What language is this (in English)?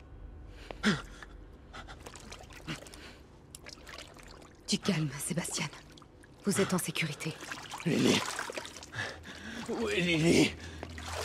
French